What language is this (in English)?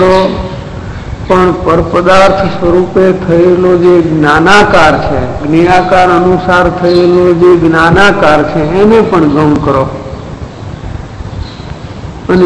Gujarati